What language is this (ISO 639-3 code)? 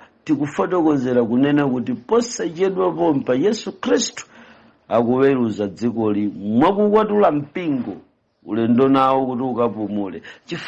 nya